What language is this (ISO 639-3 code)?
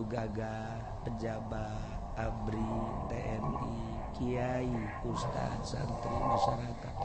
sun